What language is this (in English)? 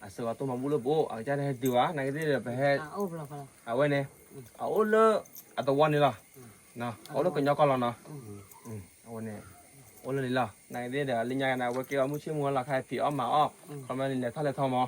S'gaw Karen